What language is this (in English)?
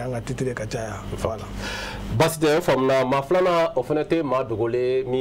Bambara